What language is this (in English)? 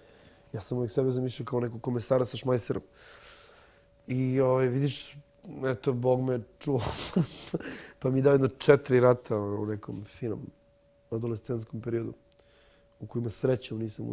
Bosnian